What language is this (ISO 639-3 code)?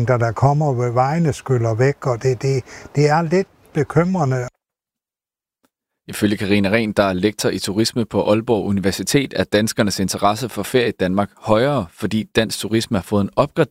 dan